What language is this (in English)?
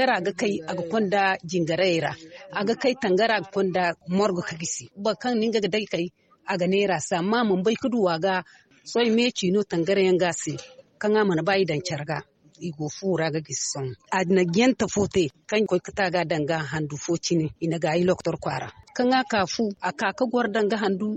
Zarma